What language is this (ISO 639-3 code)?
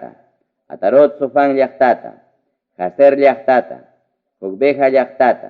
quy